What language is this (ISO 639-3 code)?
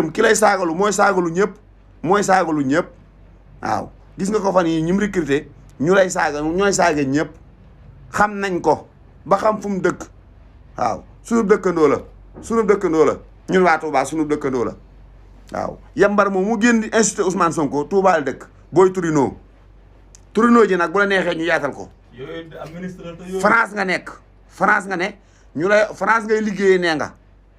wol